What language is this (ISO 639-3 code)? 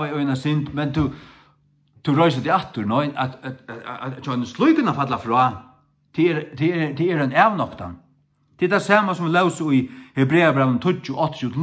fao